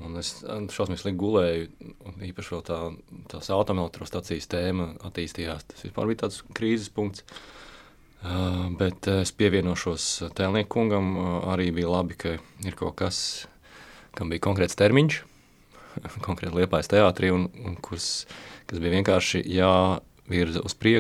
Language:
Latvian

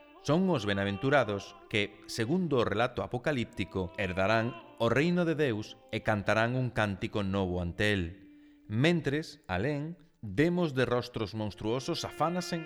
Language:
Galician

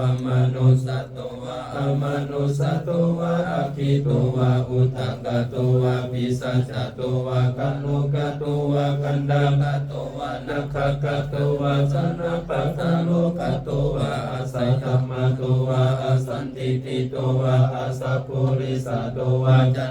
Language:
Pali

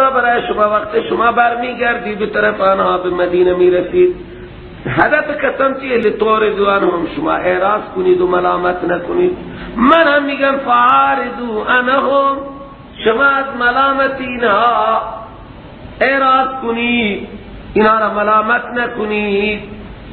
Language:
Persian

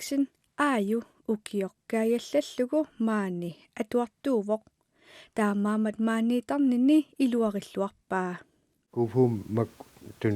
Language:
Kalaallisut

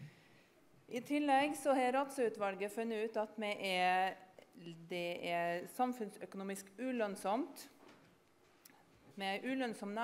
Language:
Norwegian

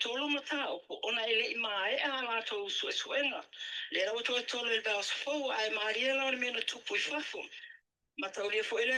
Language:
Samoan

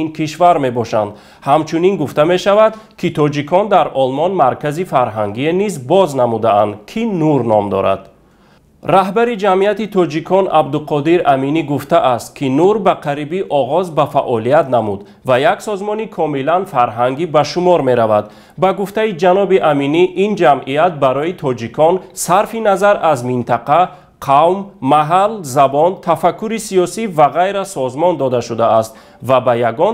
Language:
Tajik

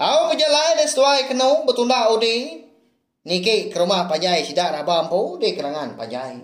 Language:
Iban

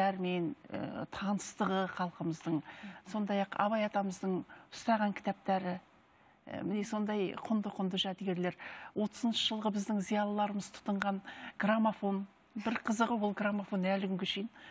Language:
Kazakh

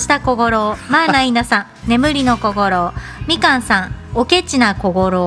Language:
Japanese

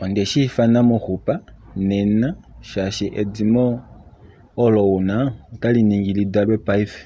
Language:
Kuanyama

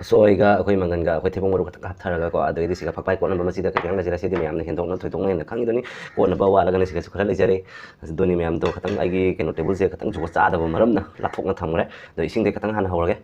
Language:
Manipuri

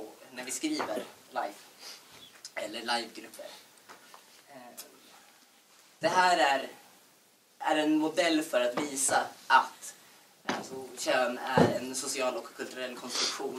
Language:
Swedish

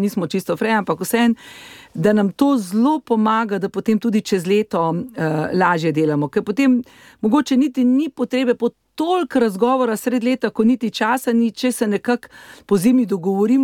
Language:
Slovenian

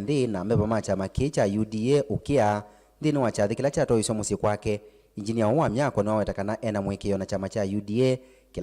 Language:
Kamba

